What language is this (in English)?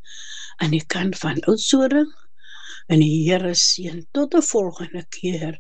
Afrikaans